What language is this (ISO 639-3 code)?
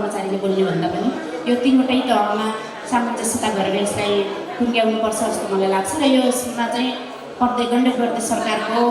nep